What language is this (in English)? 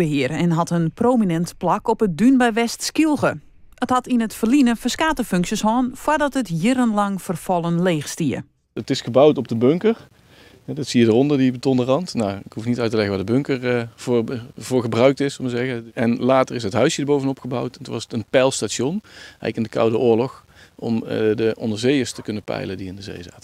Western Frisian